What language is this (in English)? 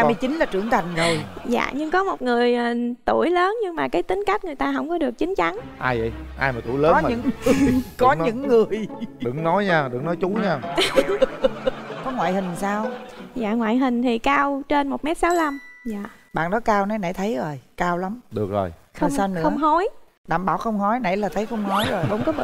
Vietnamese